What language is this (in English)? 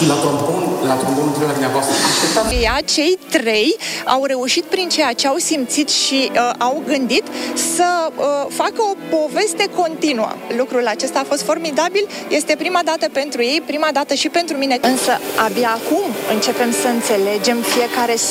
Romanian